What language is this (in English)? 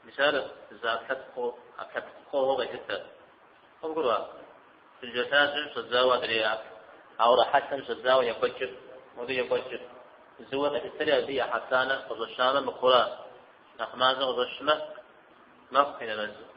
Kabardian